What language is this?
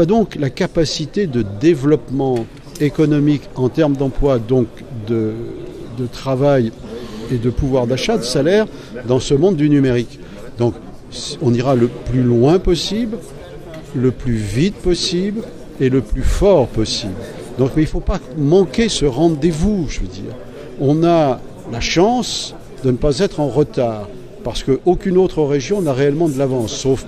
French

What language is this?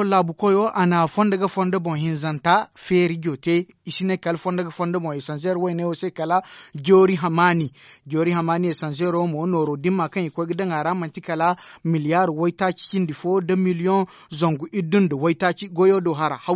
Zarma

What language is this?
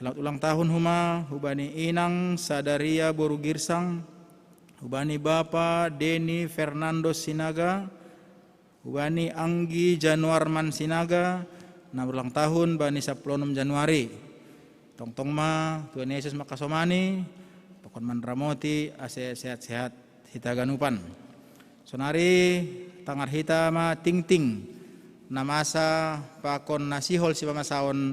Batak Simalungun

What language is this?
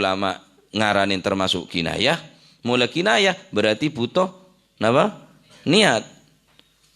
Madurese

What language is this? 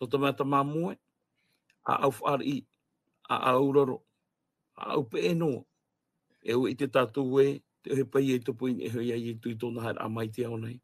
Tahitian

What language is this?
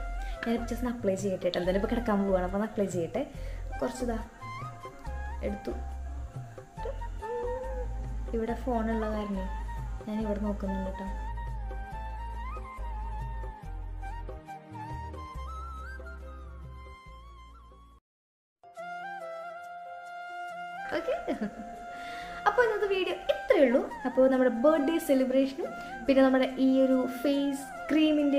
Malayalam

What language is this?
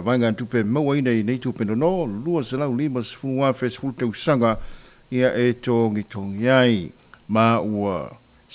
Samoan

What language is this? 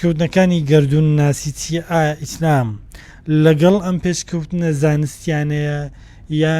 Central Kurdish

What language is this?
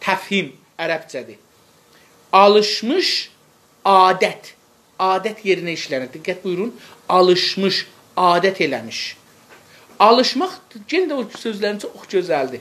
South Azerbaijani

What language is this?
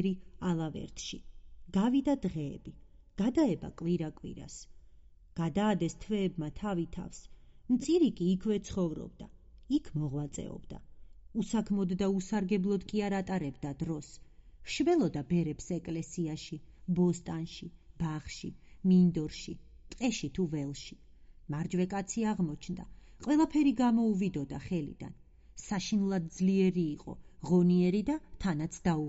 Georgian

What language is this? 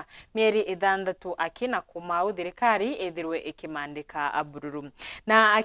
Meru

